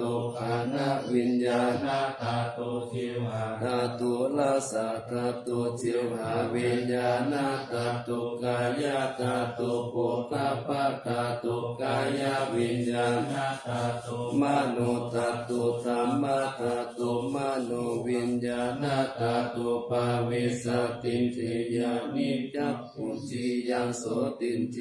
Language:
Pali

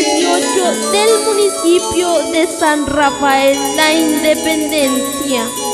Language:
Spanish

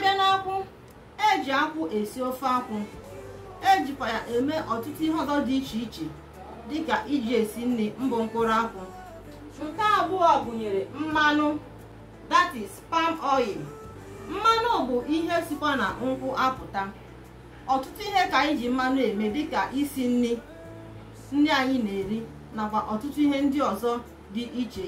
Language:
Igbo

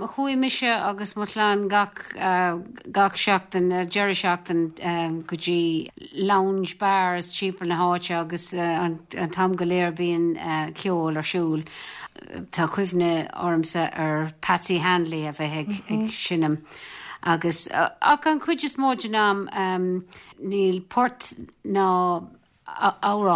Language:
Irish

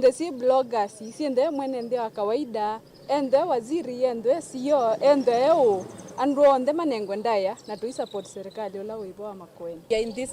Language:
Kamba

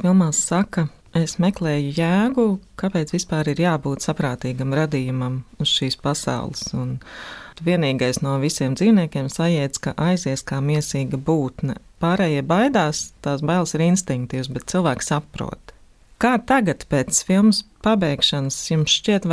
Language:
Latvian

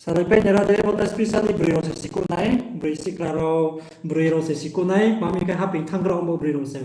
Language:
Riang (India)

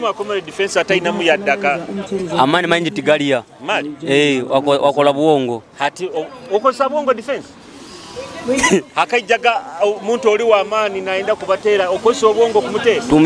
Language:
Nyoro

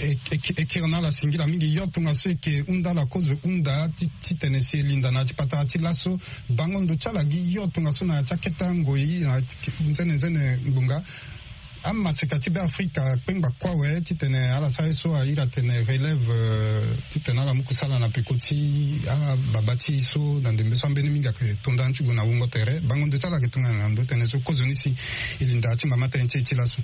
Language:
Sango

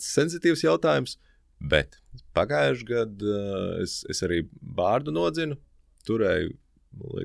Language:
Latvian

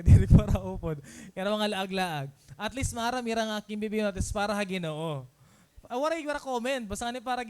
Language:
Waray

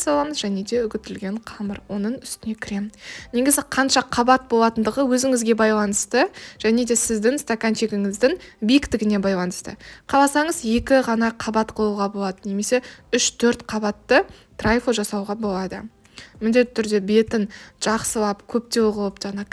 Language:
Kazakh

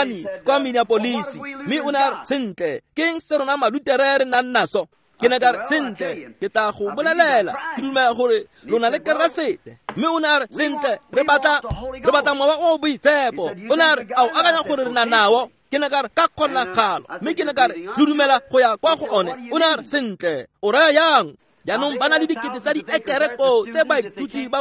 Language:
Tswana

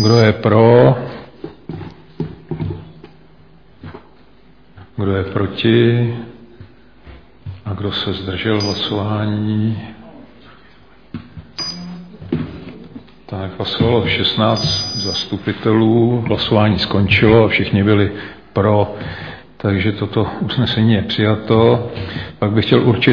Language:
Czech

